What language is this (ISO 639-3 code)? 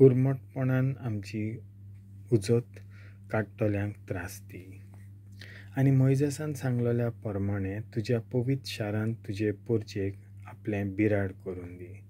kok